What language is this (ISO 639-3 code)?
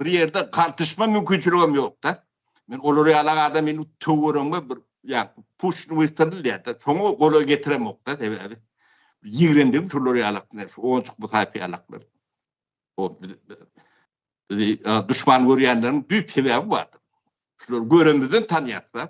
tuk